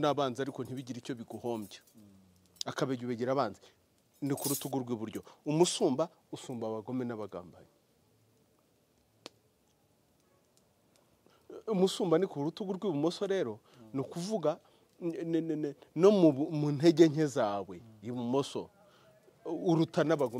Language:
Kinyarwanda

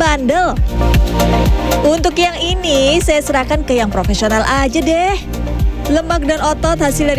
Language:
Indonesian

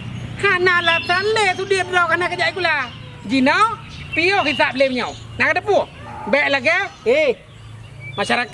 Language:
Achinese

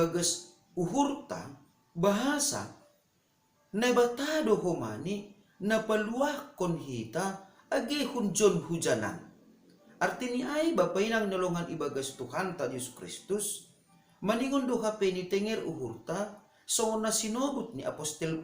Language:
Batak Simalungun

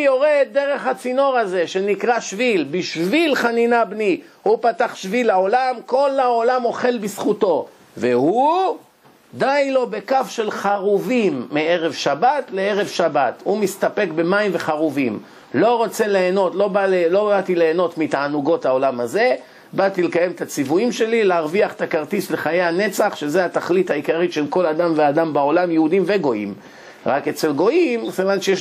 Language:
Hebrew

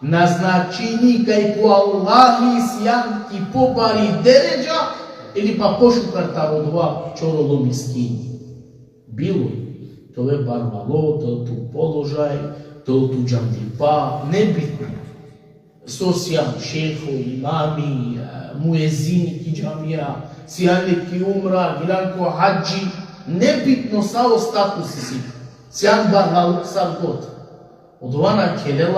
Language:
Balkan Romani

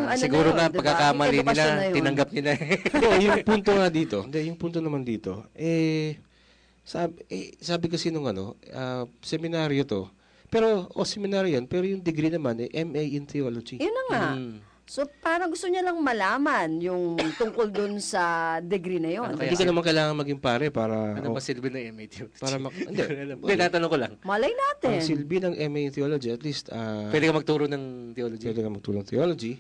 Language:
Filipino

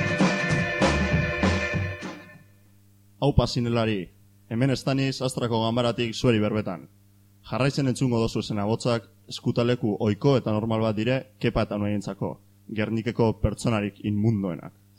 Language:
Basque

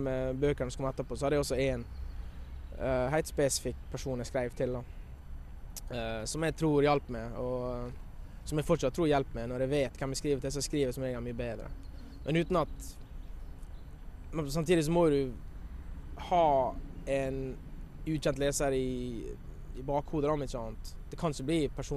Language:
Norwegian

